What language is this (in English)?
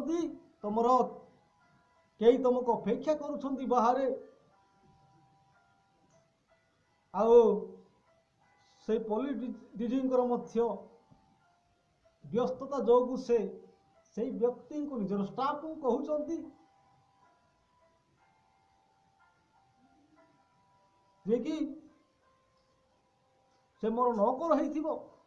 Odia